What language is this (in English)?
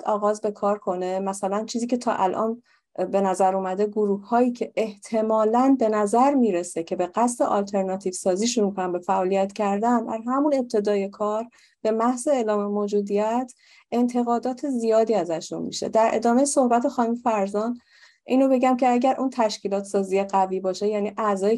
Persian